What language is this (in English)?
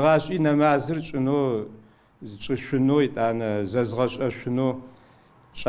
Adyghe